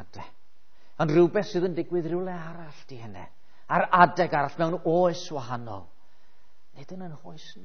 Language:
Welsh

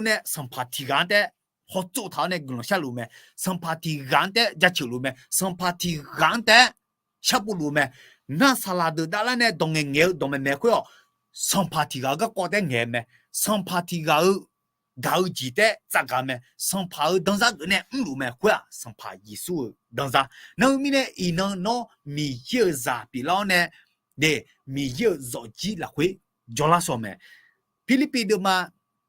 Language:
Akha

